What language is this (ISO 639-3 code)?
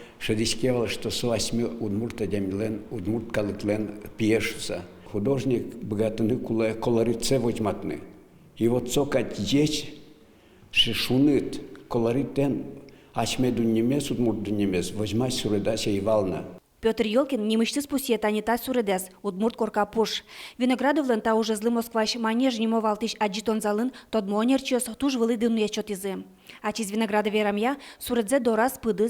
udm